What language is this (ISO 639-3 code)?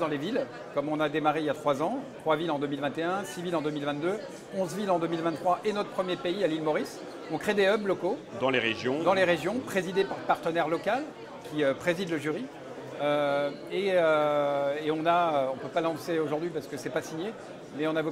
fra